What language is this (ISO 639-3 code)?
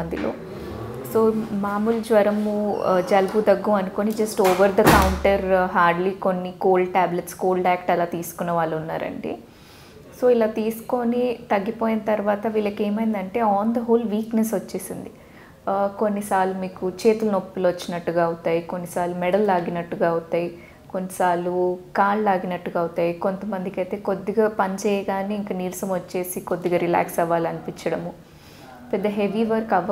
tel